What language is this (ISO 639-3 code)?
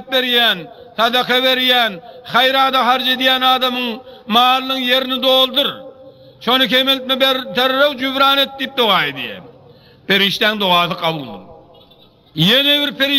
tuk